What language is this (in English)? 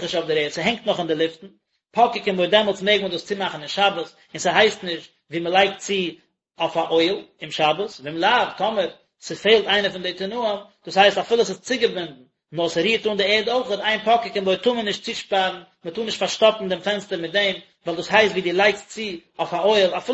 Yiddish